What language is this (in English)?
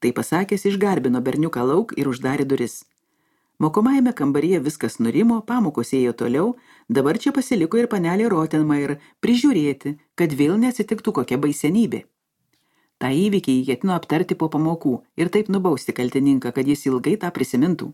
Lithuanian